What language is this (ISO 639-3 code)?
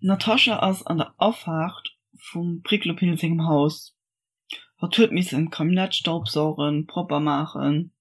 ltz